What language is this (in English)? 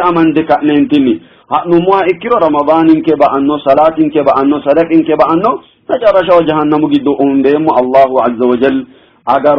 Sidamo